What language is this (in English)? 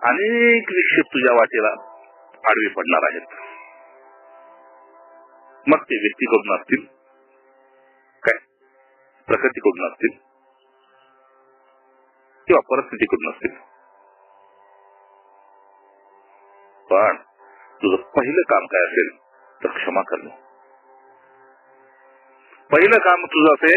Marathi